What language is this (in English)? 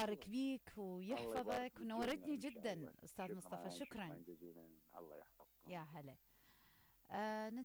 Mesopotamian Arabic